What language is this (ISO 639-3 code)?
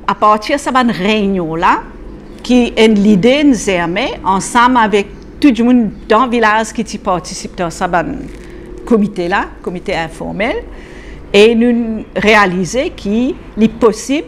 mfe